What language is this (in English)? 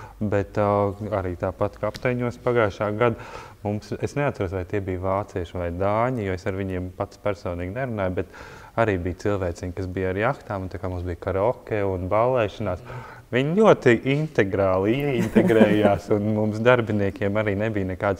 Latvian